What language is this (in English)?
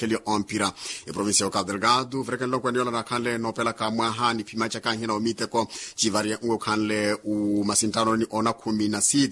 Makhuwa